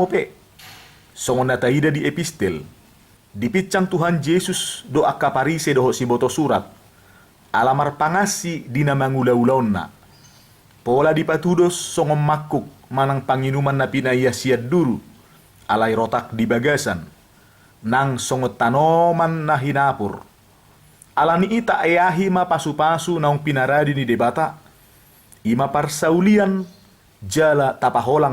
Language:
Batak Toba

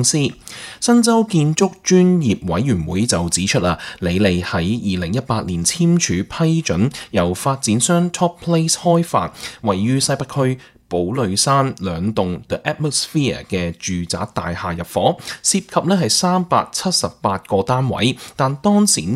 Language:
Cantonese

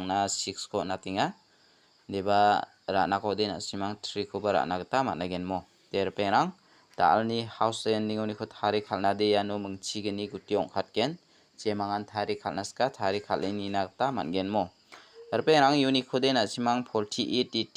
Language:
Garo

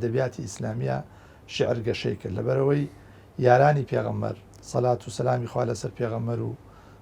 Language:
Central Kurdish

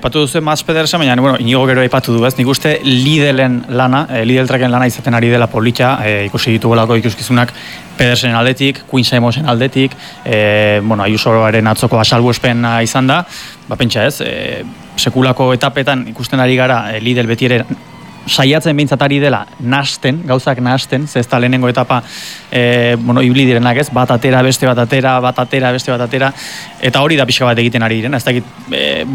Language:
Basque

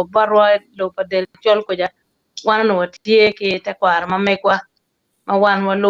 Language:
Acoli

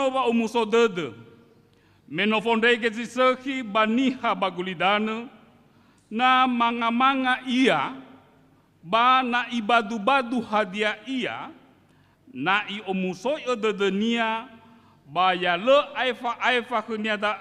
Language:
Nias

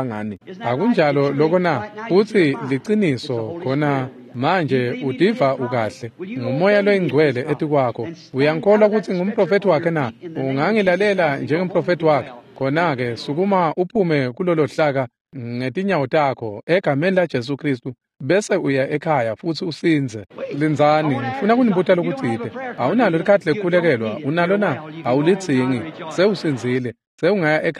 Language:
Swati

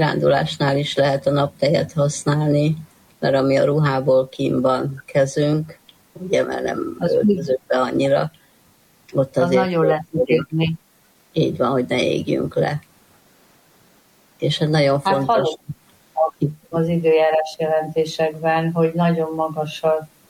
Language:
Hungarian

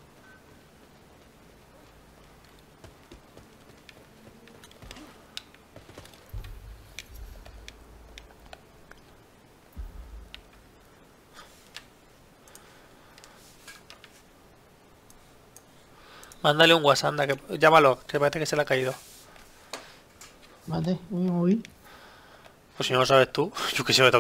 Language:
Spanish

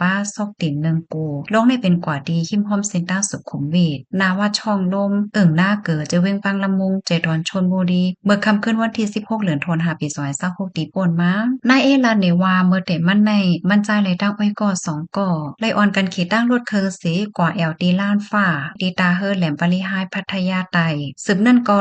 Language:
Shan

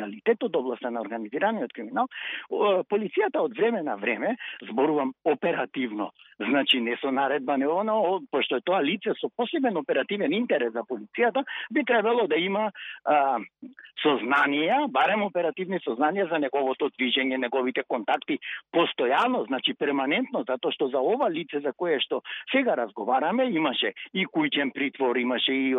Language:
Macedonian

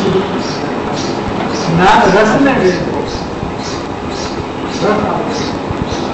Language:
Gujarati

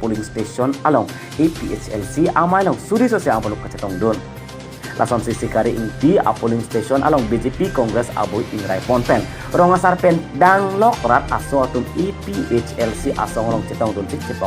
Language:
Karbi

